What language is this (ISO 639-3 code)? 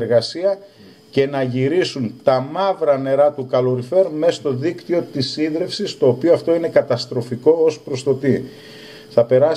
ell